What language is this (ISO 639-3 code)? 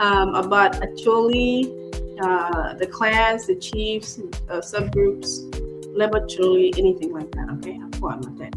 ach